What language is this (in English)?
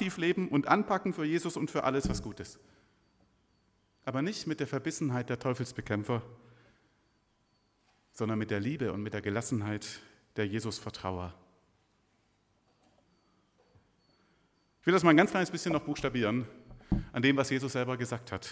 German